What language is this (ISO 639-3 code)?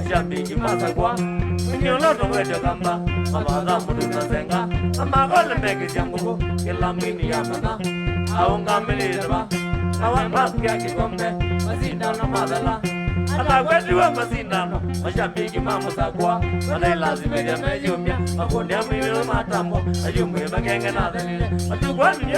kam